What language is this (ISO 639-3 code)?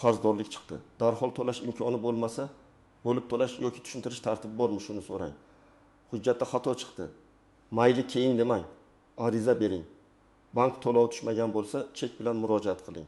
uzb